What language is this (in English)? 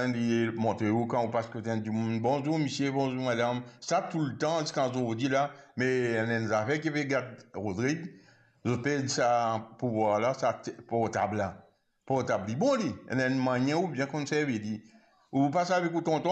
Morisyen